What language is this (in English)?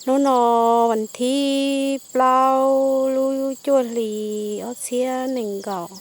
Hmong